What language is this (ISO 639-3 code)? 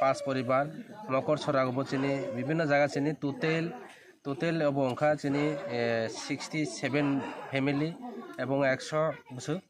trp